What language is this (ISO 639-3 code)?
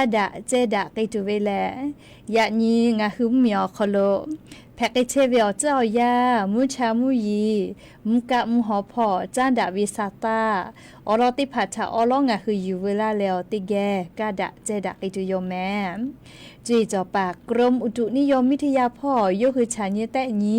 lhu